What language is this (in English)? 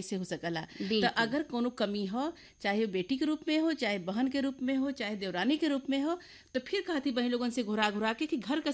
Bhojpuri